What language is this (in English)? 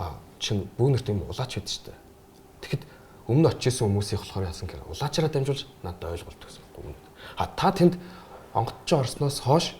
Mongolian